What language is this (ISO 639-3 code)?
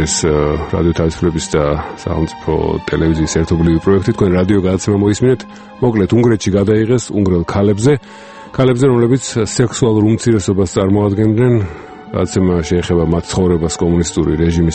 kat